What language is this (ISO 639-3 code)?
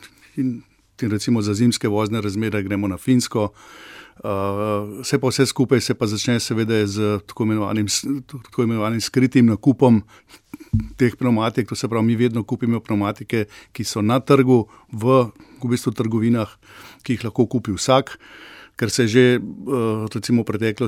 slv